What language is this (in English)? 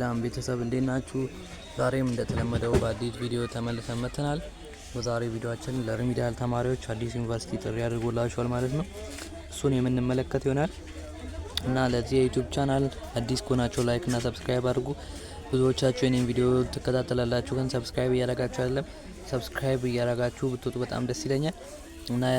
Amharic